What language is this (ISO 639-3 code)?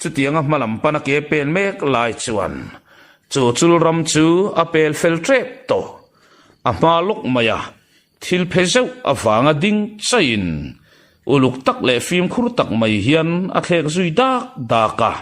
lus